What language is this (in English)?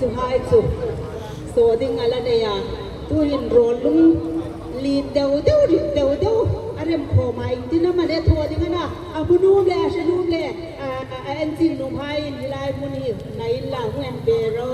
Hmar